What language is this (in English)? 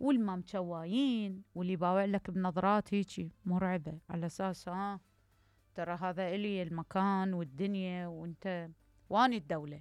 Mesopotamian Arabic